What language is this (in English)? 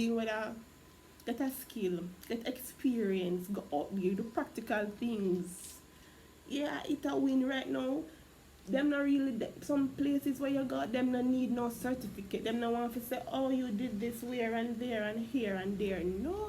Jamaican Creole English